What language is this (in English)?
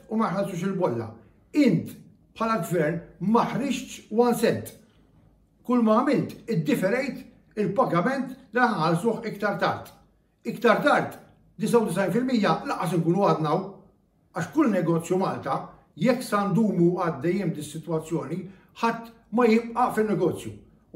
Maltese